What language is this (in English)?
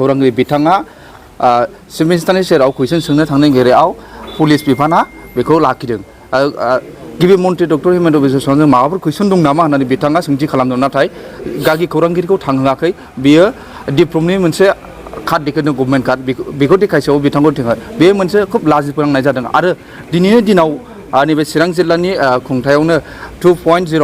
Bodo